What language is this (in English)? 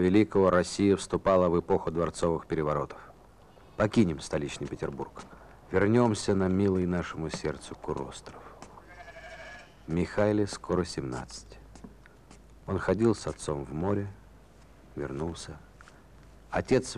Russian